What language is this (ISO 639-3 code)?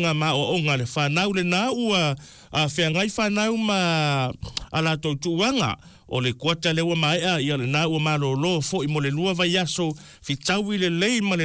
smo